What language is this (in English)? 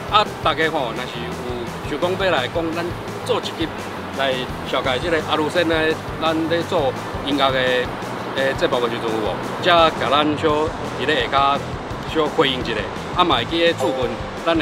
Min Nan Chinese